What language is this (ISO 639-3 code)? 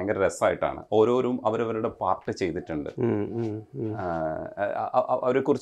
mal